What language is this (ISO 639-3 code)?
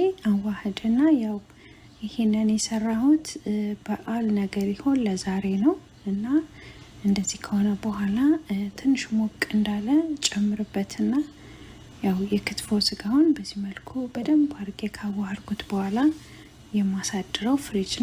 amh